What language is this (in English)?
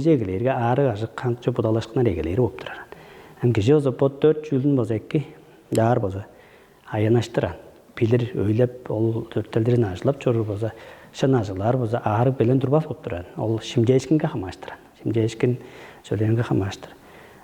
Tuvinian